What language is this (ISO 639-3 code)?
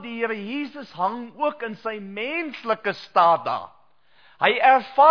afr